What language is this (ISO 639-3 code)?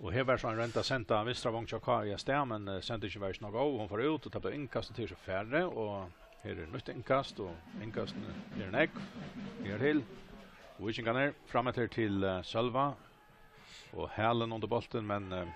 fao